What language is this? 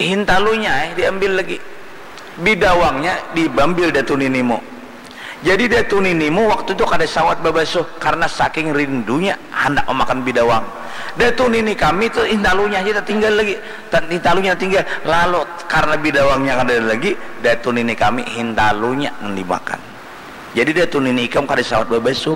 Banjar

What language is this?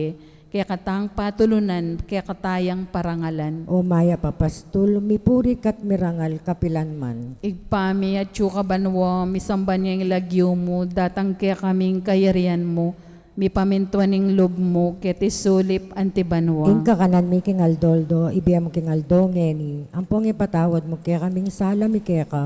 Pampanga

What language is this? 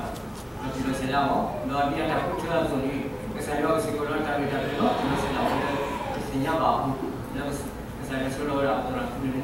S'gaw Karen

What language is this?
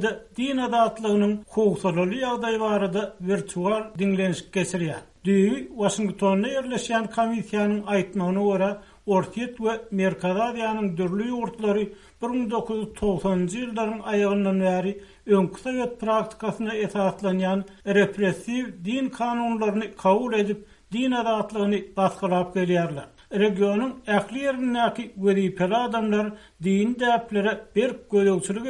Turkmen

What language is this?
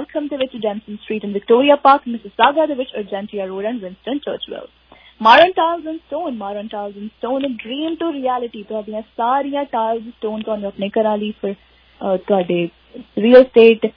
Punjabi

